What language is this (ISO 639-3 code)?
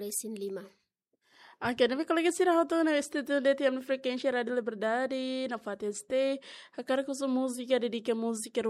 tet